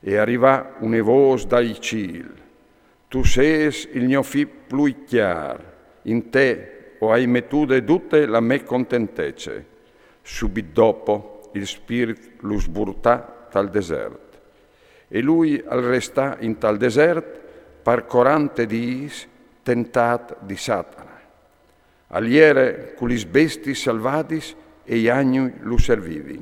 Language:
Friulian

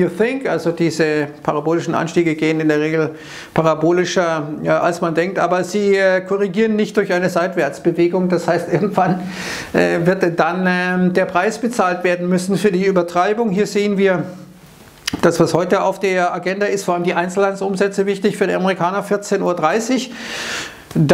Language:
German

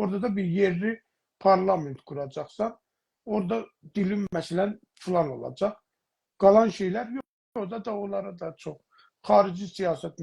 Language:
South Azerbaijani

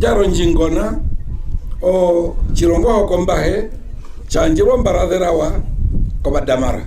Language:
Herero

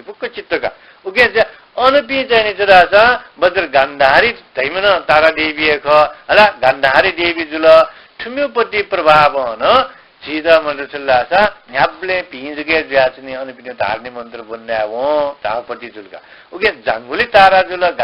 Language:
Newari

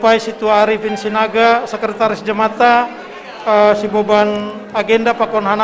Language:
Batak Simalungun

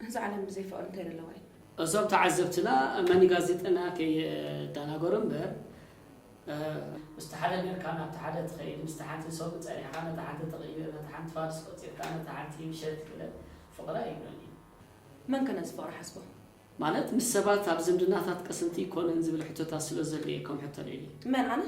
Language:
Tigrinya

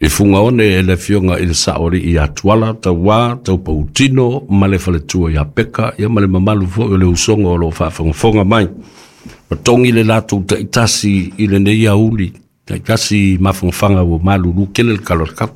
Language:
Samoan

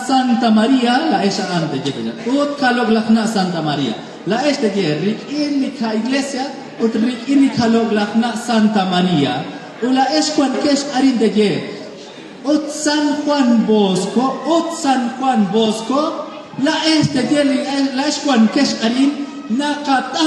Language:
Kekchí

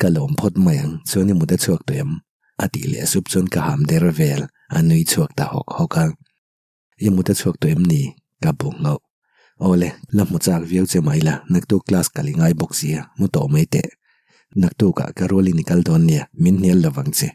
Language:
Mizo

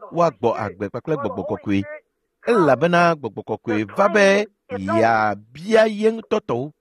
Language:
Ewe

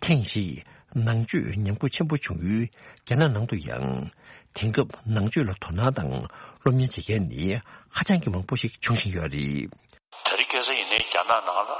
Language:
Tibetan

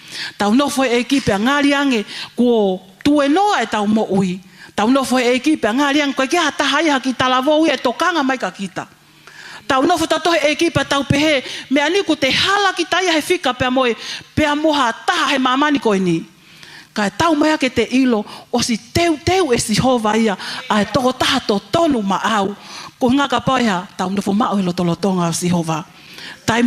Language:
Tongan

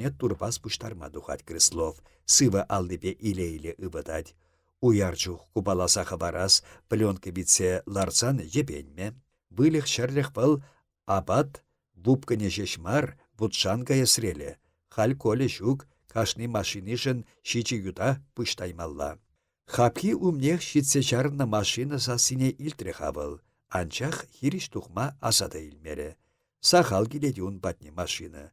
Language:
Chuvash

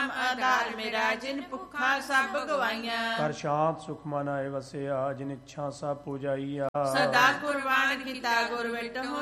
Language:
Punjabi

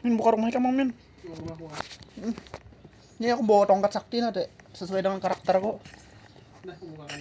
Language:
Banjar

